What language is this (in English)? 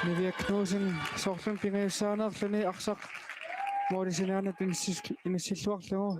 Kalaallisut